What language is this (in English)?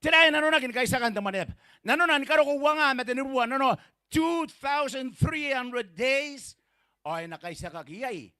Gilbertese